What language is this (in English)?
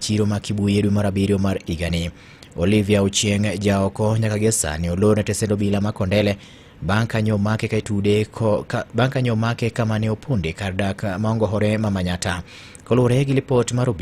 Luo (Kenya and Tanzania)